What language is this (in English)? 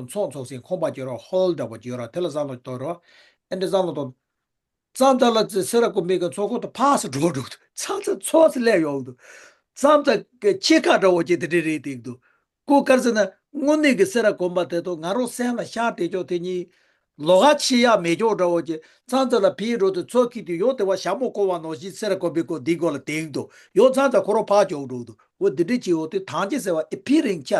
Tibetan